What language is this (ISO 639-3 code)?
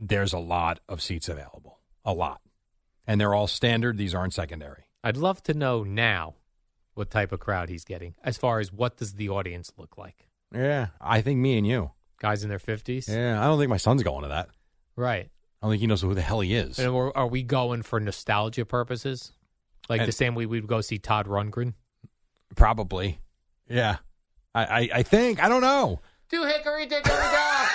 eng